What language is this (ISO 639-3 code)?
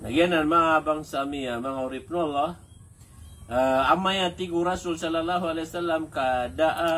mrw